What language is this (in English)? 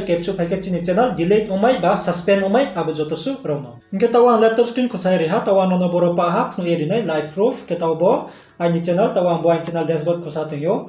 Riang (India)